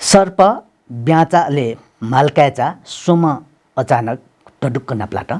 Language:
Newari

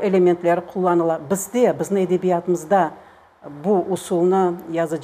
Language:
Crimean Tatar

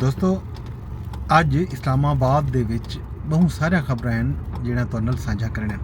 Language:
Saraiki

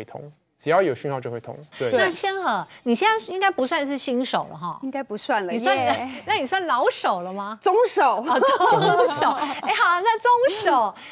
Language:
Chinese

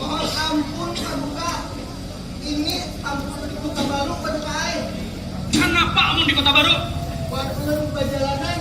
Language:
Banjar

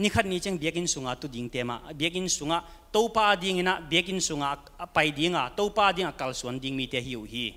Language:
Tedim Chin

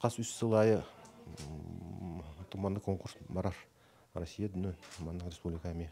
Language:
Yakut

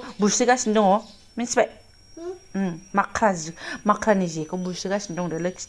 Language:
Bodo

